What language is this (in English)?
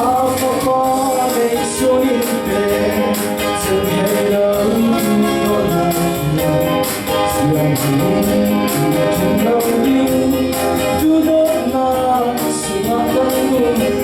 Falam Chin